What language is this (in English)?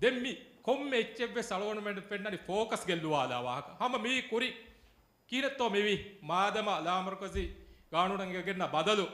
Divehi